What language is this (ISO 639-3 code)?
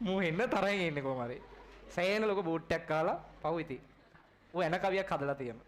sin